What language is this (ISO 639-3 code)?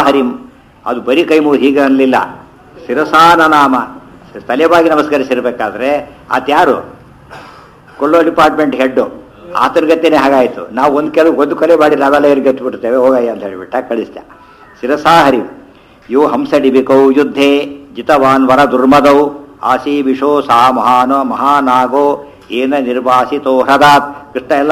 kan